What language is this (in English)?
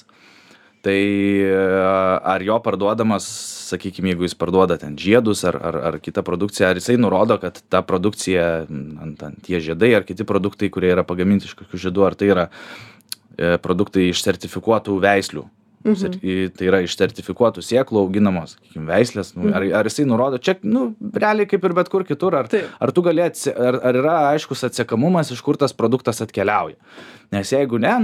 Lithuanian